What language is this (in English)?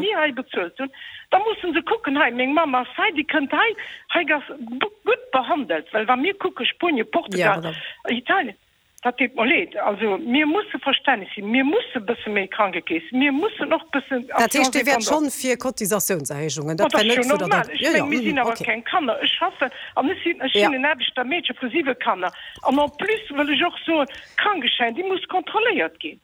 Luxembourgish